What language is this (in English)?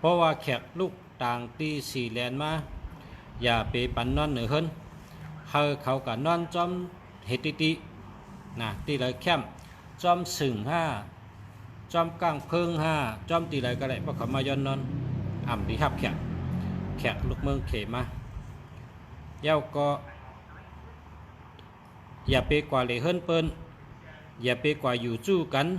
Shan